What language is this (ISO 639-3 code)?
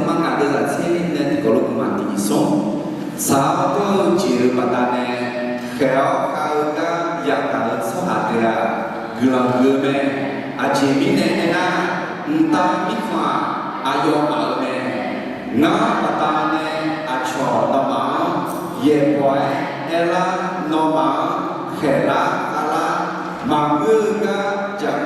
ahk